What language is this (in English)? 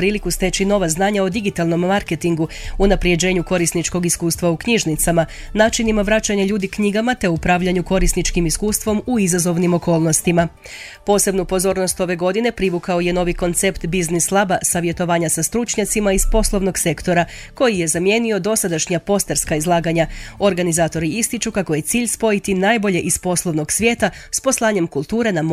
Croatian